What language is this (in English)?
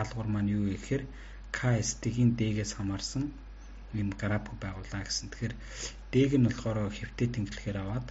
Mongolian